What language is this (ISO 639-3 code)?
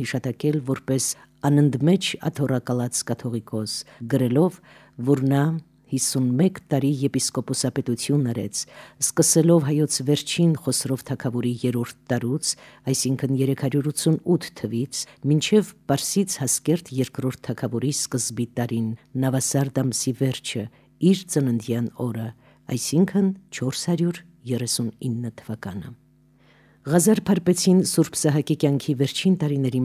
hye